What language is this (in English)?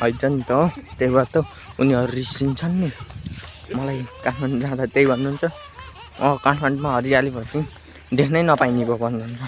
Nepali